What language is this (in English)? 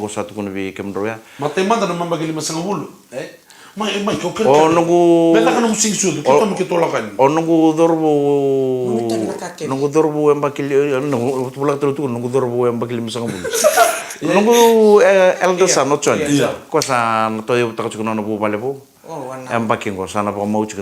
Fijian